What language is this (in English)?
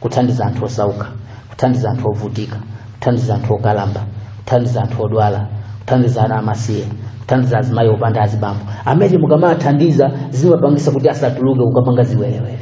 Nyanja